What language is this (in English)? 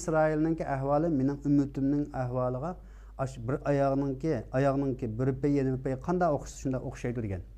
Uyghur